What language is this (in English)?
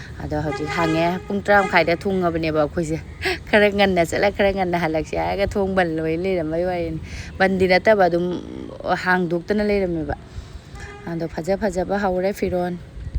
Manipuri